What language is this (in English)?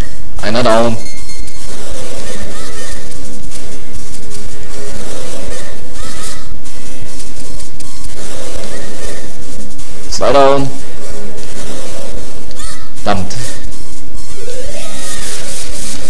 German